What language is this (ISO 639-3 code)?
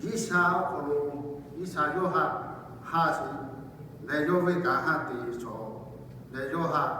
lhu